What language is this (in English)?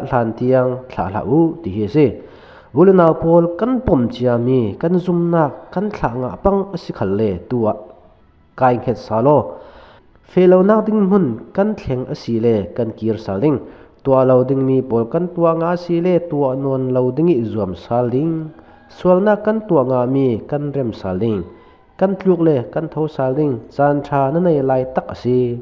Falam Chin